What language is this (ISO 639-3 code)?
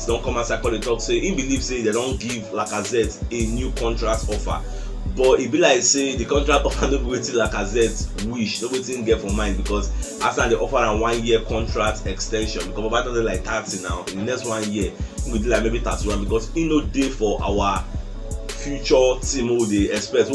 pcm